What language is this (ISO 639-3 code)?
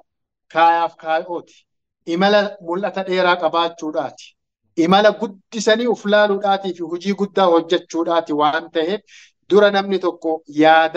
orm